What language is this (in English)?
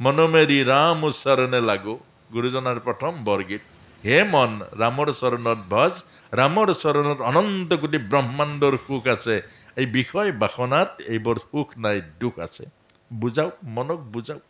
Assamese